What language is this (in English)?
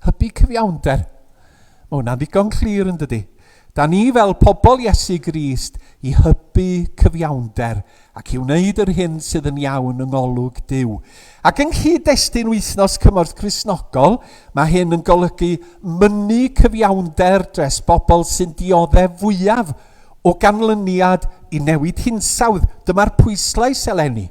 Welsh